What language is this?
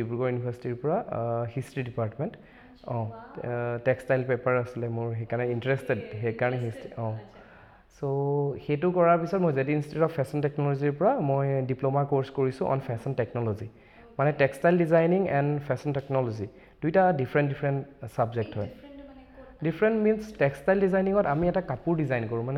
Assamese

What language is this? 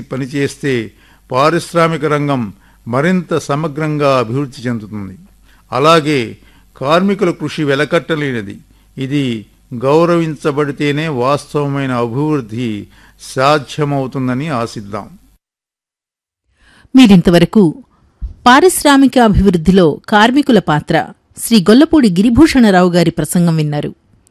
Telugu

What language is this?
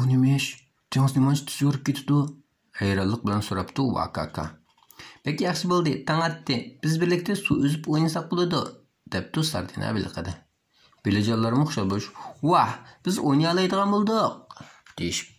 Uyghur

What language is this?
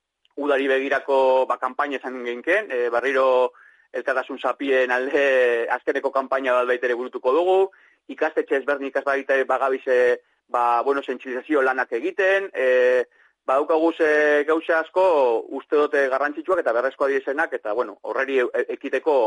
Basque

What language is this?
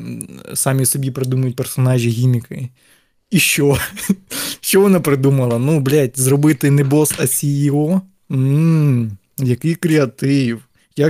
Ukrainian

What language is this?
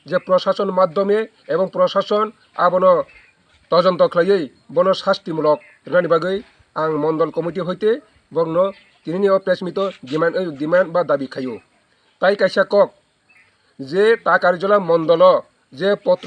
Kok Borok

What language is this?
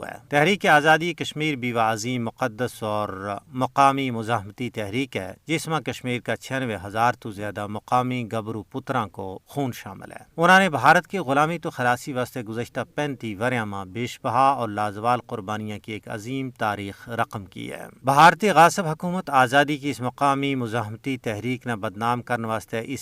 Gujari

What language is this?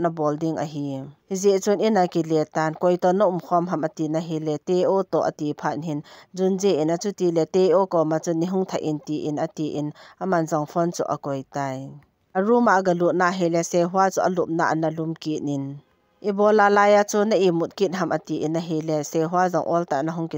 Thado Chin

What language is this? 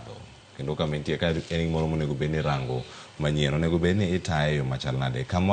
Luo (Kenya and Tanzania)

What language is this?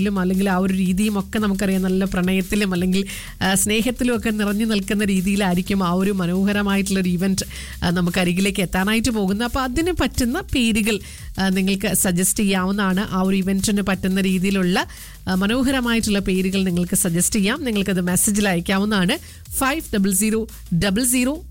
Malayalam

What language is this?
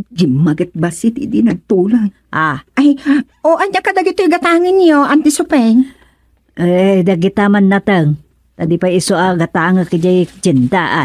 Iloko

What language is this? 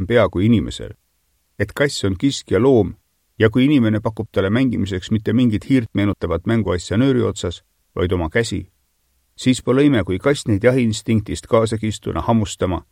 Estonian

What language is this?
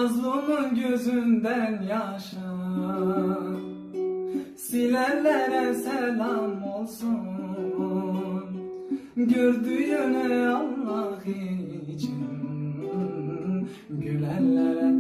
Turkish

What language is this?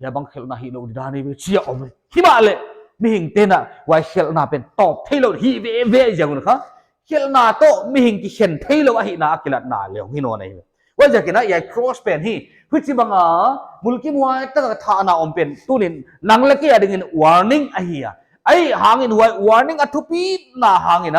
Paite Chin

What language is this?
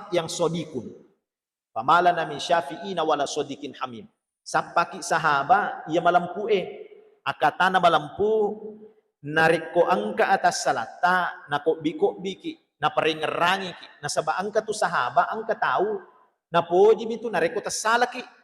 Buginese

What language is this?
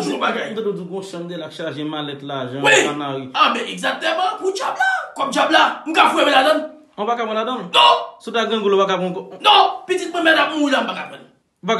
Haitian Creole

